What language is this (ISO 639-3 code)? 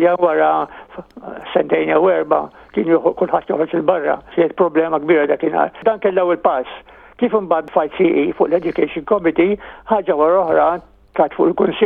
mlt